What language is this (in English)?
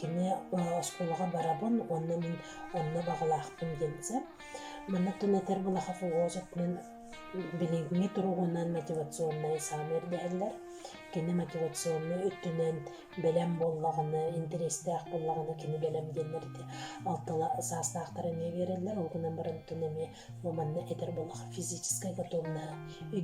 Yakut